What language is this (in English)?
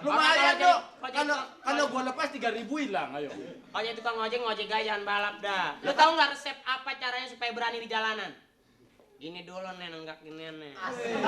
Betawi